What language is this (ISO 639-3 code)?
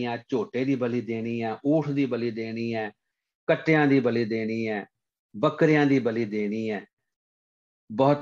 pan